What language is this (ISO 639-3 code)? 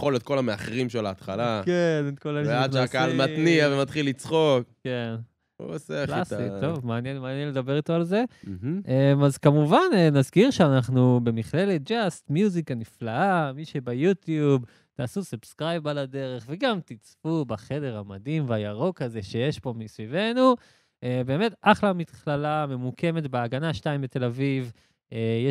heb